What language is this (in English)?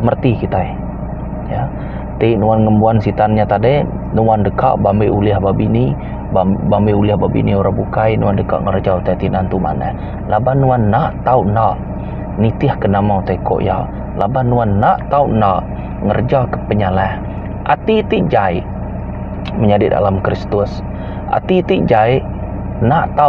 Iban